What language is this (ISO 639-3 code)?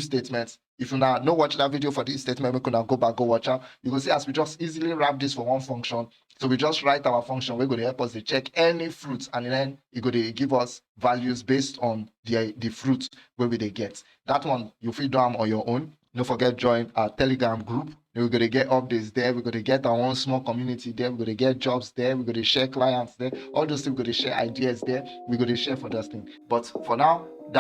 pcm